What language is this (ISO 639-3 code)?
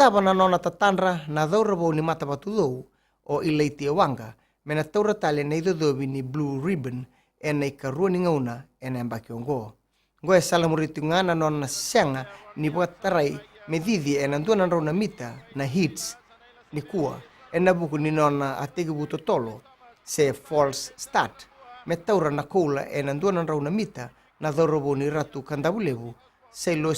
fij